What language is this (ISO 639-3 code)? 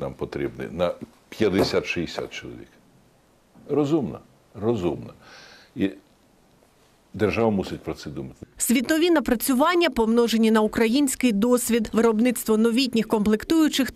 ukr